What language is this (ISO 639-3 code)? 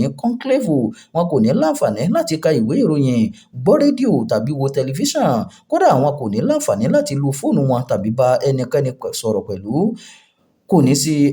yor